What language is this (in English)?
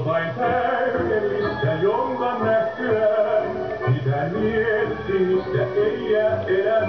Finnish